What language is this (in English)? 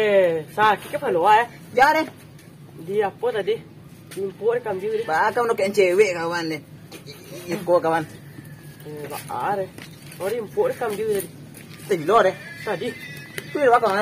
Minangkabau